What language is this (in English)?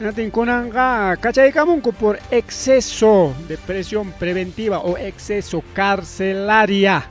Ayacucho Quechua